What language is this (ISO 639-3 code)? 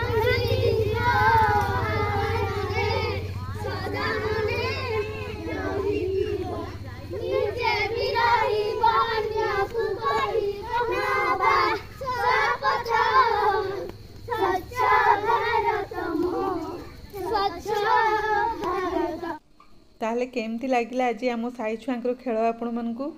ori